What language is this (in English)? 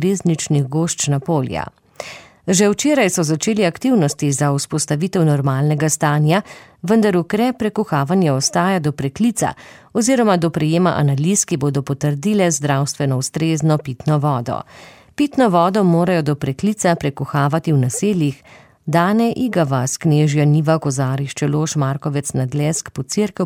Slovenian